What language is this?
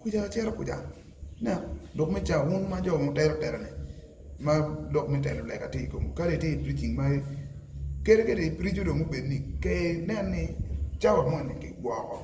Acoli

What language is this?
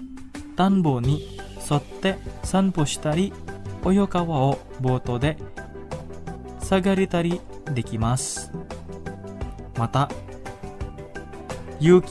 Japanese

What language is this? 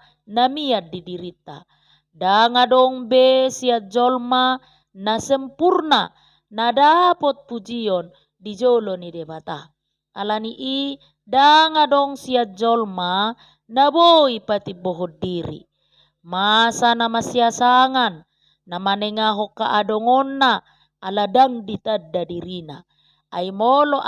Batak Toba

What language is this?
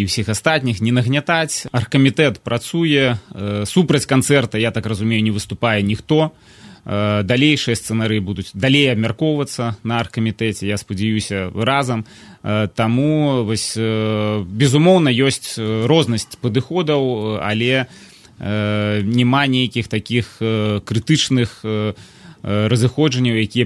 Belarusian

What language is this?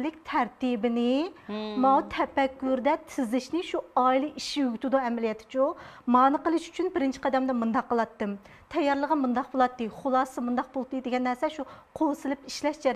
Uyghur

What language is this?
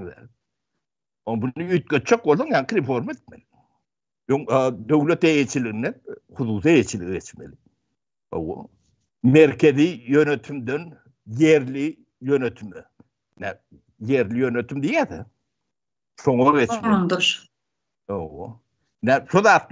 Turkmen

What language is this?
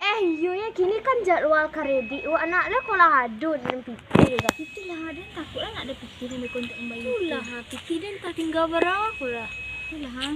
Minangkabau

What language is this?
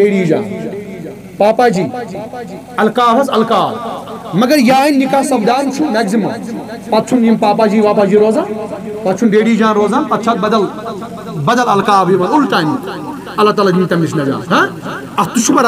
Kashmiri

